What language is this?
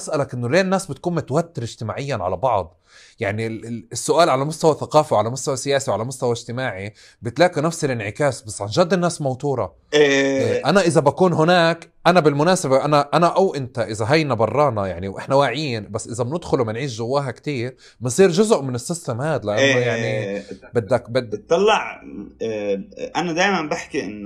North Levantine Arabic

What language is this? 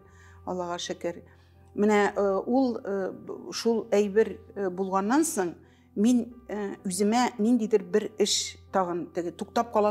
Tatar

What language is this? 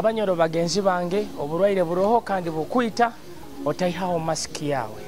Nyoro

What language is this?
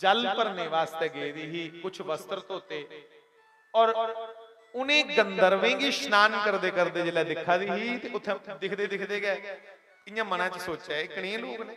Dogri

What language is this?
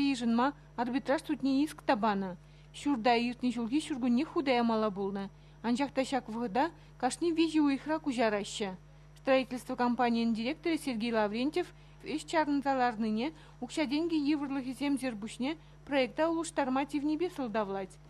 Chuvash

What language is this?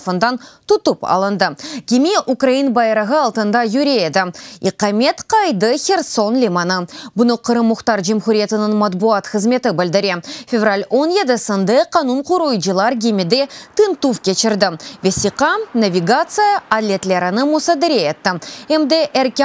Crimean Tatar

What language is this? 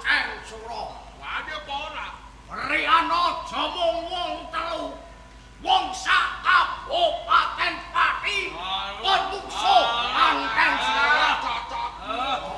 Javanese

